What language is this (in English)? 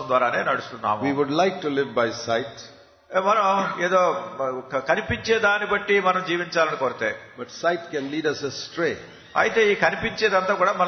Telugu